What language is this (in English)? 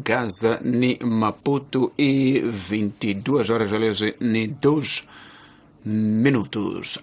Tsonga